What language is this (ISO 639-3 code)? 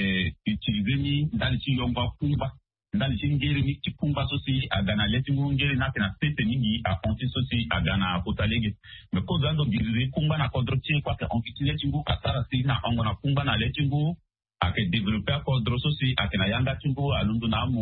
sag